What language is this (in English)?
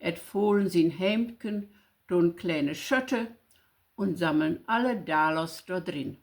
Low German